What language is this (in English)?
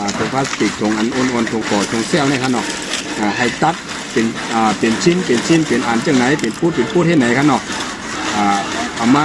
Shan